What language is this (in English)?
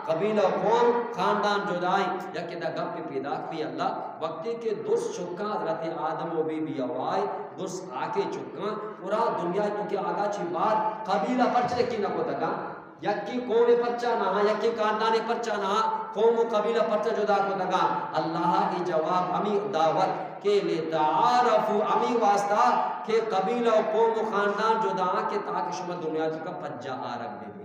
Eastern Balochi